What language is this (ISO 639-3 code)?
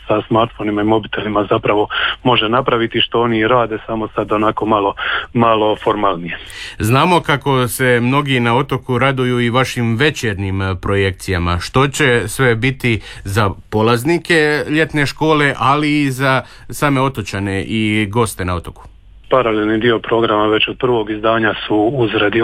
hrv